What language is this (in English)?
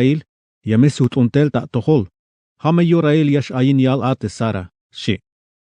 Tzeltal